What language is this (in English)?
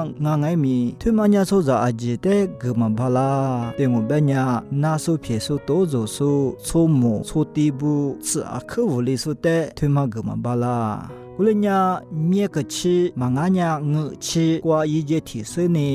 Lisu